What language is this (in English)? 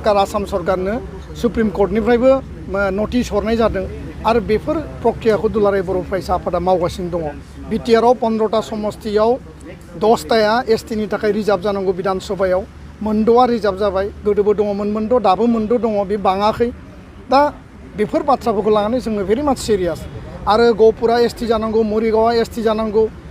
Bodo